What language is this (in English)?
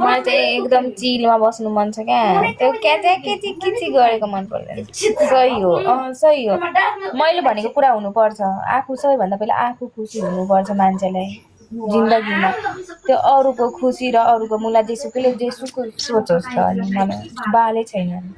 Nepali